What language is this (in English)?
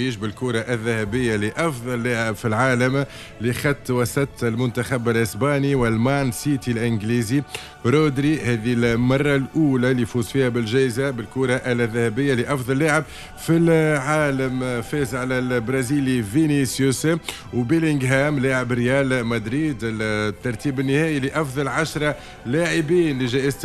Tunisian Arabic